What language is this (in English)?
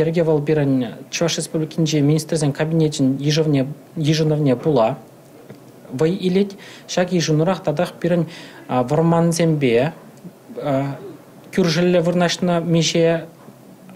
Chuvash